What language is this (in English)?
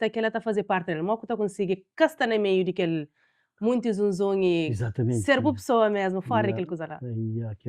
Kabuverdianu